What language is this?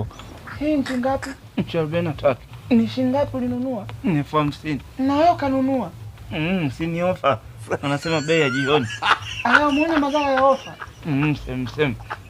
Swahili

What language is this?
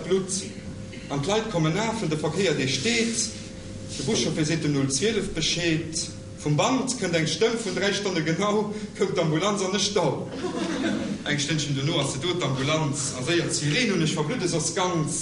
Luxembourgish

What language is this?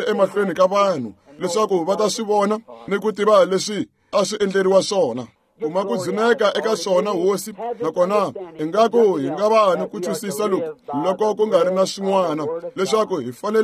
Tsonga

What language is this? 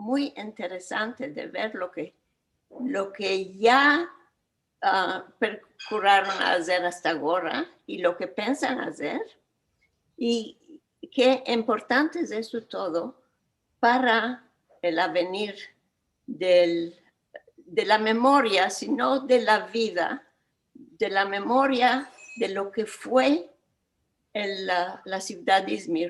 Ladino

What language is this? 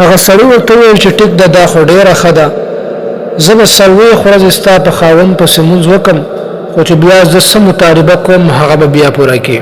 Pashto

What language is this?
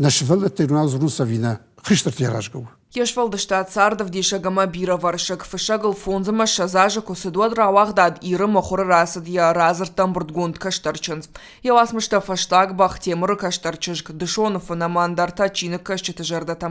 Ossetic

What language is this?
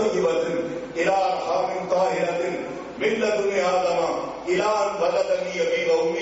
Urdu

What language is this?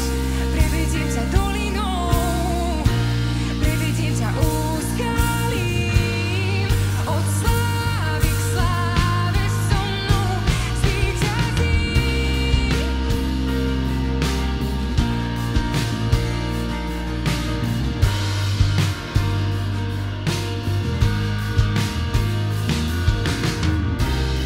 Slovak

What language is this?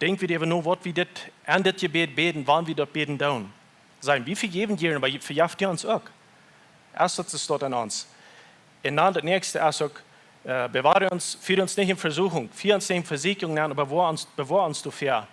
Plautdietsch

